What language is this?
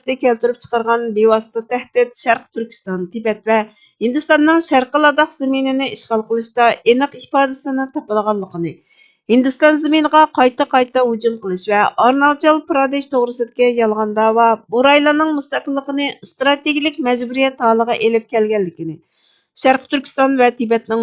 Uyghur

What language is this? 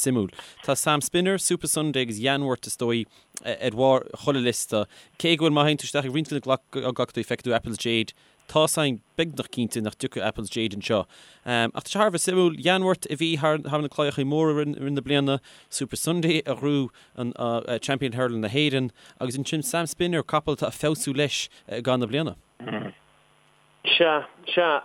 Irish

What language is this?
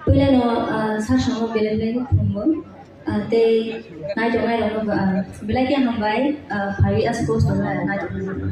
Kok Borok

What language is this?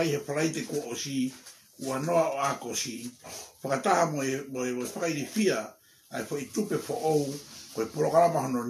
Tongan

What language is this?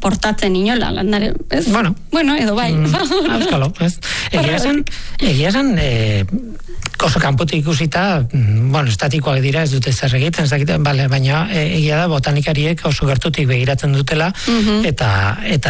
Basque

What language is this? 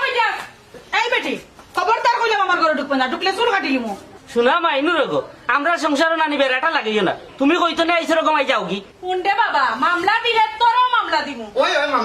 Sylheti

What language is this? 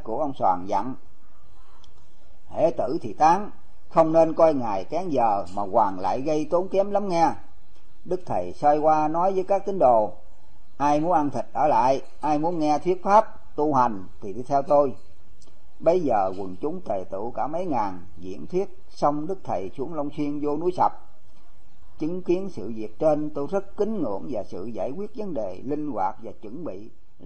Vietnamese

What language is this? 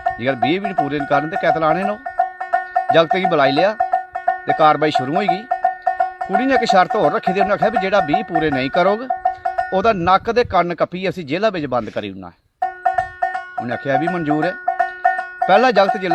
Dogri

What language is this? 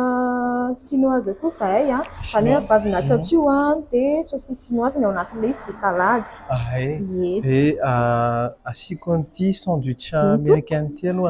Malagasy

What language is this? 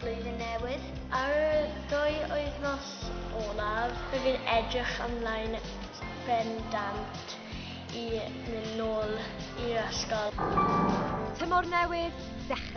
Welsh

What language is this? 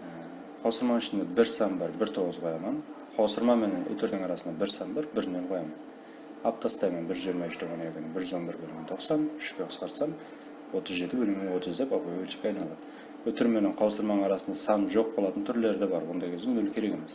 Kara-Kalpak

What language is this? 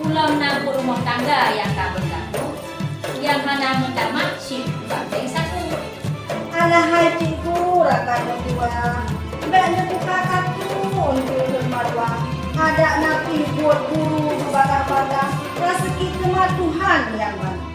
Achinese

